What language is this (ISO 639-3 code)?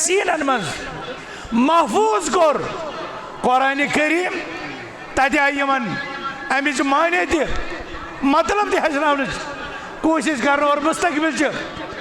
kas